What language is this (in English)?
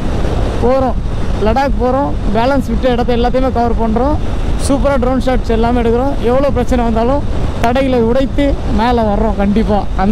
Tamil